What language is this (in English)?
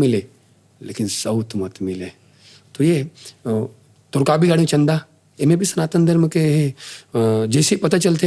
Chhattisgarhi